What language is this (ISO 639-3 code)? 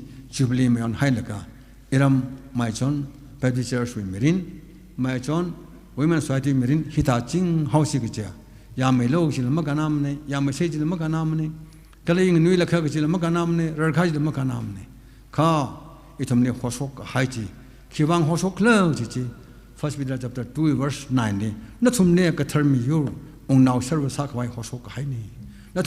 nmf